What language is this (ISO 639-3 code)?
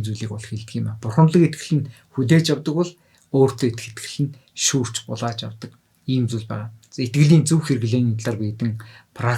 mon